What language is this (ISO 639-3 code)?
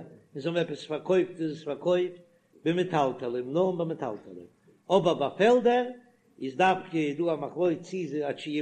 yid